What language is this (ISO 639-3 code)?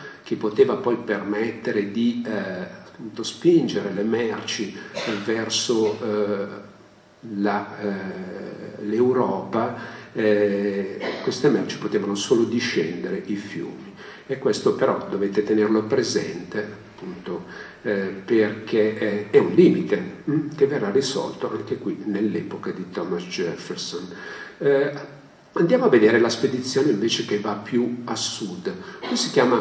ita